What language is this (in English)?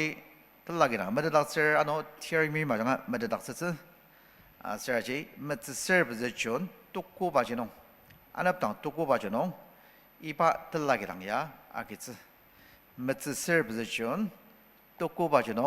Ao Naga